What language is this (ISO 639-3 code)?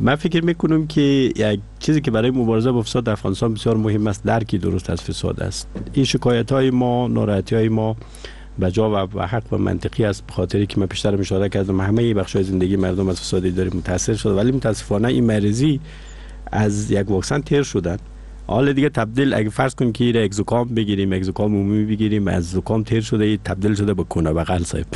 fas